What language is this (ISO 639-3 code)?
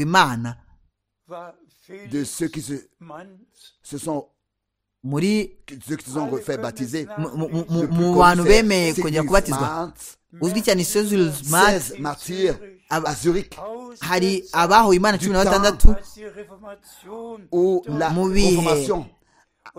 kin